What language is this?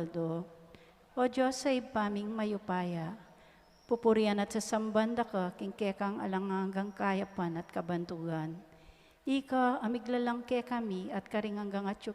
Pampanga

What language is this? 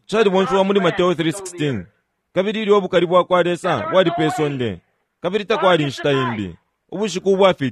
Bemba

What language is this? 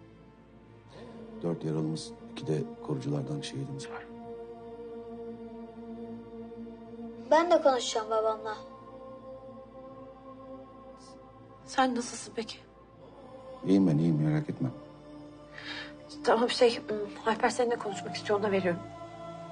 Turkish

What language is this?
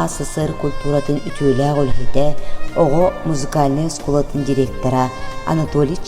Yakut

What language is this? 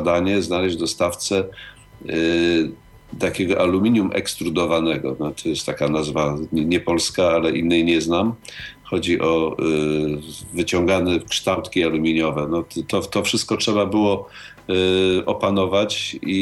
Polish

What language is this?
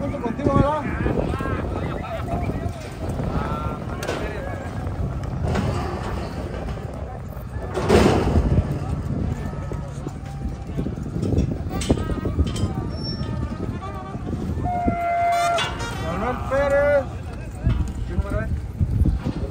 Spanish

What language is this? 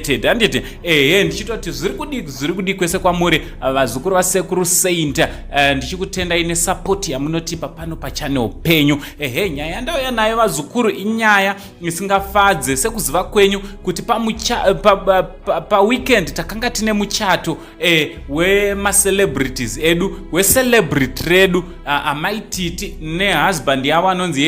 Shona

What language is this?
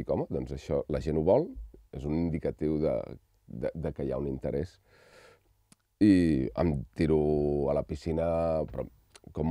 Catalan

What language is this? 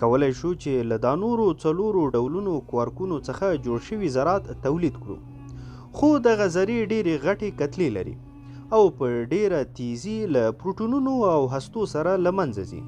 Pashto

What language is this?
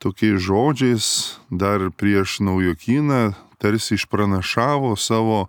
Lithuanian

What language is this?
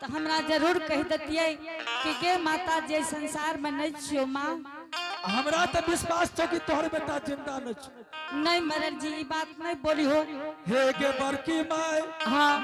Angika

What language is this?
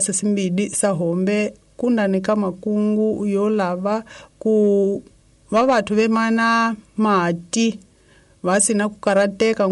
Tsonga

